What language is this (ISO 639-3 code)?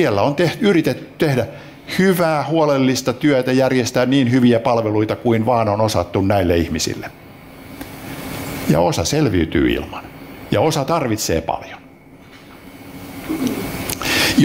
fin